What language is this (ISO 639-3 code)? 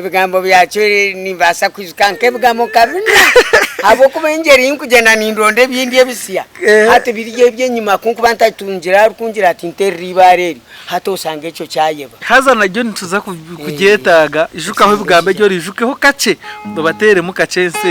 nyn